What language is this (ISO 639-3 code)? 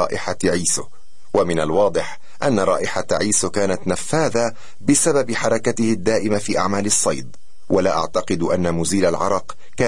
ara